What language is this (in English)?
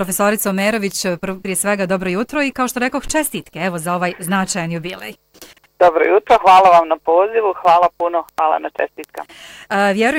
Bosnian